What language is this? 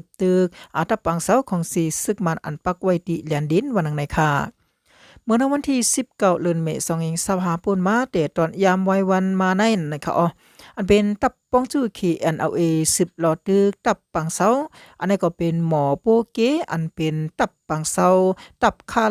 Shan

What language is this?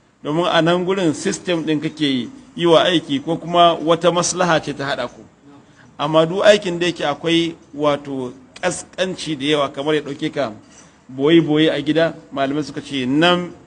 Hausa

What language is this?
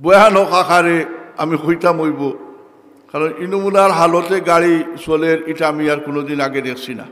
Sylheti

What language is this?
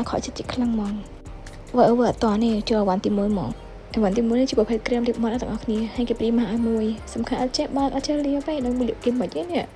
Khmer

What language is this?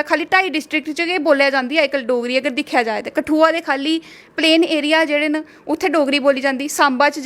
Dogri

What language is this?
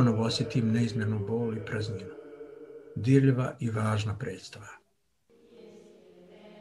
Bosnian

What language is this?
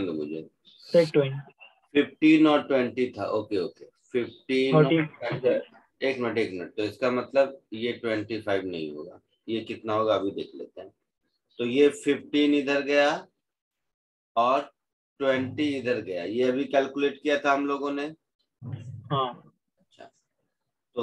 Hindi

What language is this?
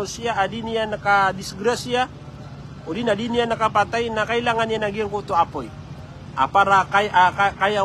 Maranao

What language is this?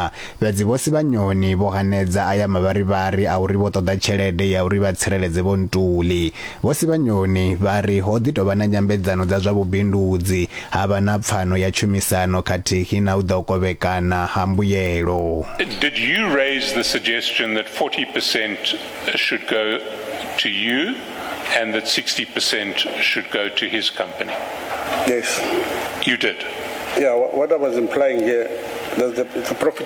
Venda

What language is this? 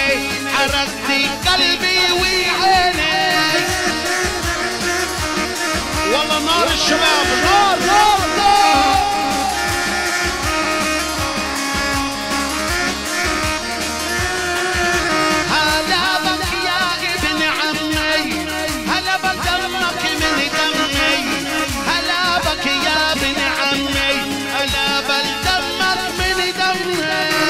Arabic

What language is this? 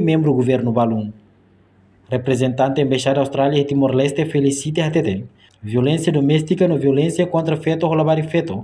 Tetum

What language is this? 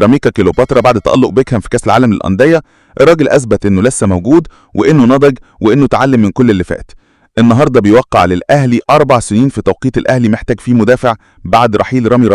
Egyptian Arabic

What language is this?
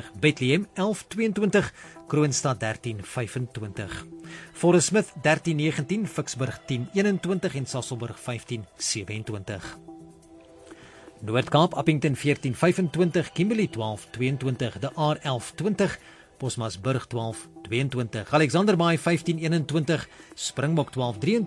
Afrikaans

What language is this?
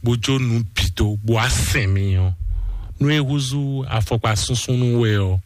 Fon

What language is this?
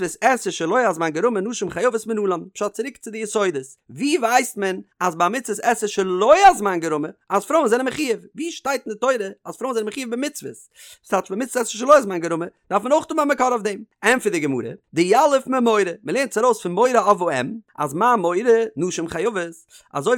Yiddish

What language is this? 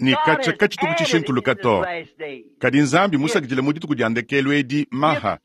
Luba-Lulua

